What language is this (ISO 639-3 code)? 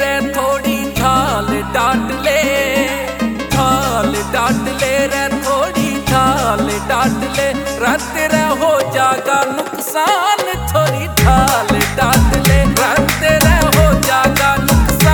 bgc